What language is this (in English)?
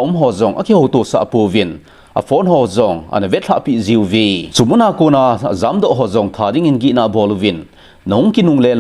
Thado Chin